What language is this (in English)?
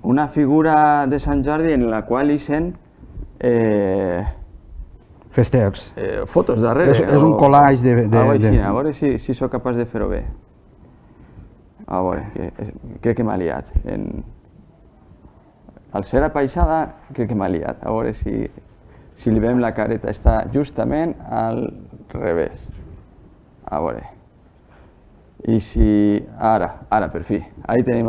Catalan